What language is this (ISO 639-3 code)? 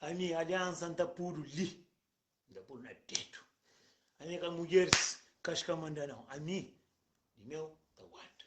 kea